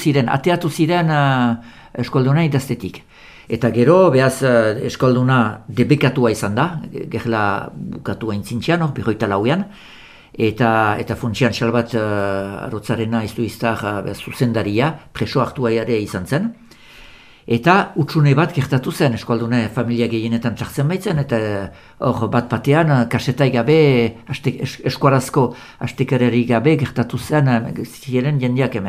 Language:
Basque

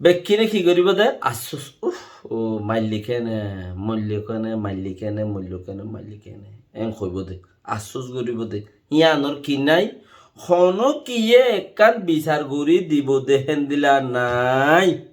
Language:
Rohingya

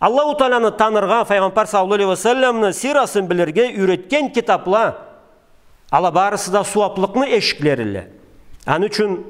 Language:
Karachay-Balkar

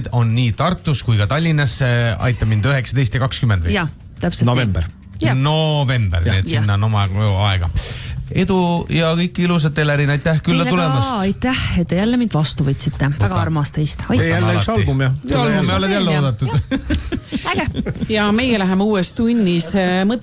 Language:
Estonian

